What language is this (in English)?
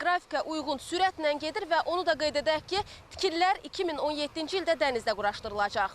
Azerbaijani